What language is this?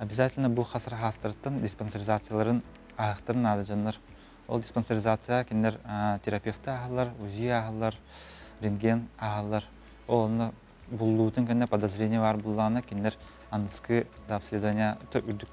Yakut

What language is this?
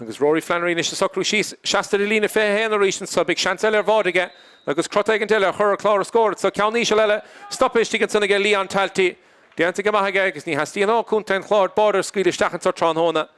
Irish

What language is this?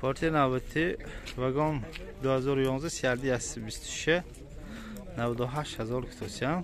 Tajik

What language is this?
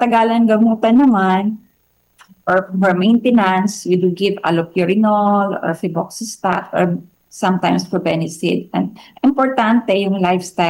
Filipino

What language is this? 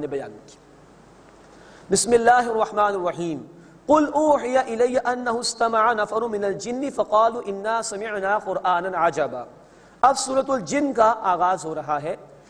Urdu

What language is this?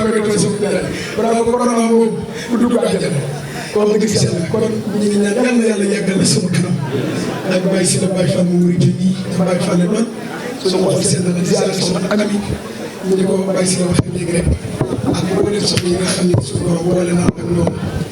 Wolof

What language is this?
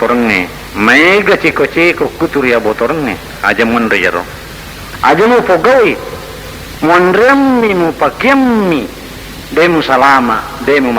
Buginese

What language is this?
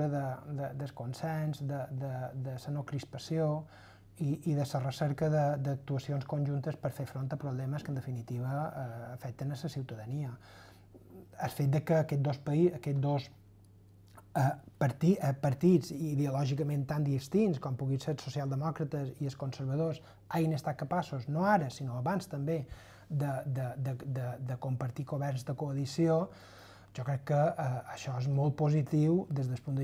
Catalan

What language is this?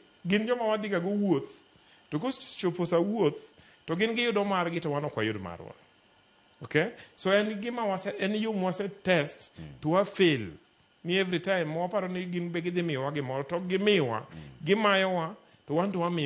Luo (Kenya and Tanzania)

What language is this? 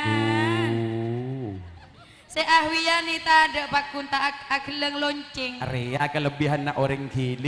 Madurese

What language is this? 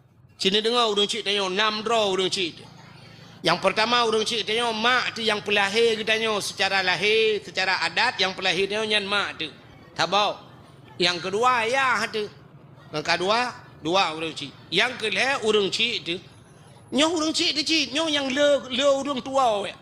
Achinese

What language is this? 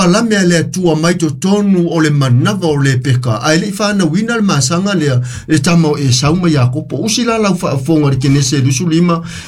Samoan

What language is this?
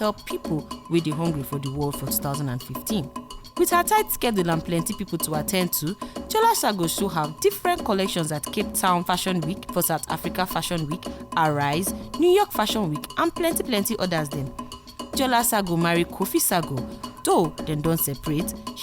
Nigerian Pidgin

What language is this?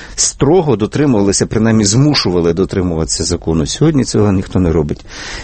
Ukrainian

